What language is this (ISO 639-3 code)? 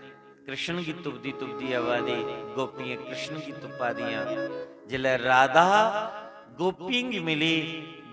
doi